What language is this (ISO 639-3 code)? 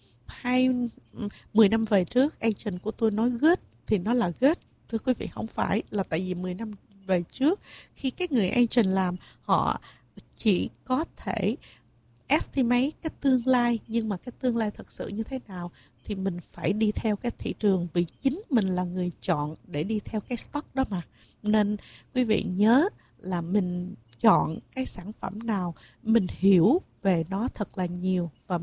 vie